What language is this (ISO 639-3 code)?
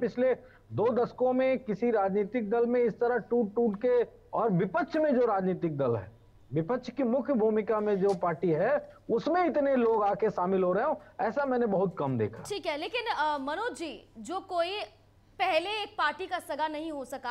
hin